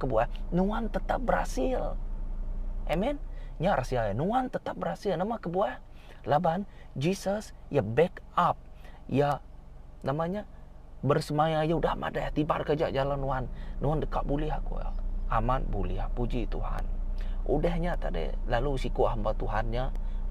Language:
Iban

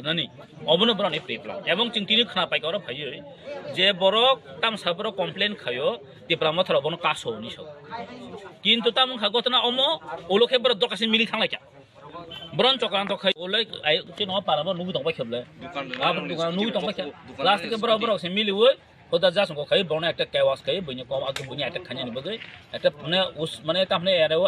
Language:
Kok Borok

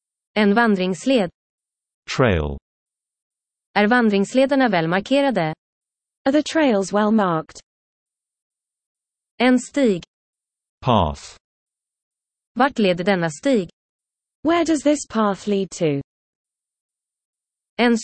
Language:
Swedish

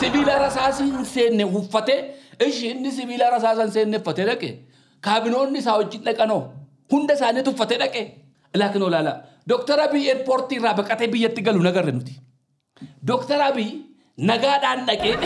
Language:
Oromo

